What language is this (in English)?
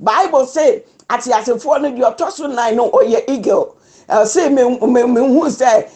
Akan